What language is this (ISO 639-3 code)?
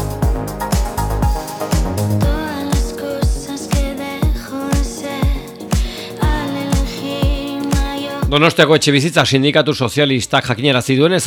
eus